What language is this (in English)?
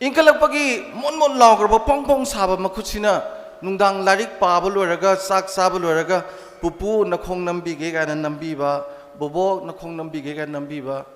Manipuri